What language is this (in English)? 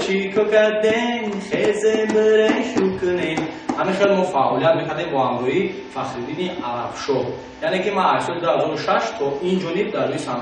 Tajik